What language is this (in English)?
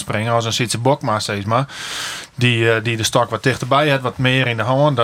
Western Frisian